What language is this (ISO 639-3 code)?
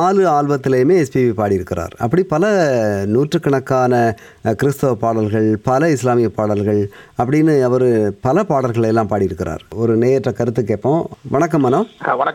tam